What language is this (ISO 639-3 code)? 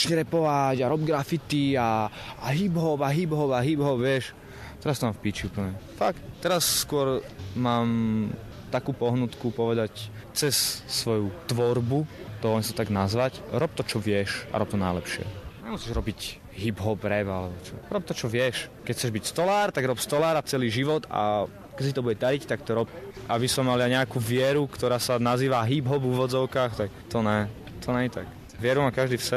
slk